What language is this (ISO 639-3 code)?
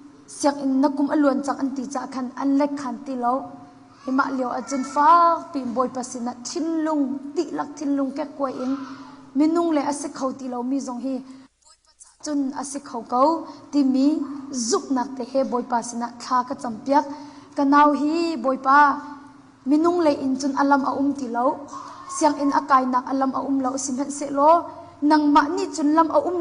cnh